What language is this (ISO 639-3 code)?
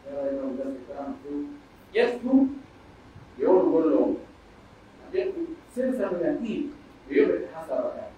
fuf